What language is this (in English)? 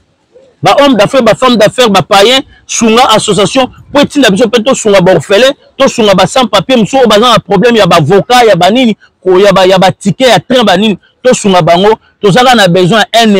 Lingala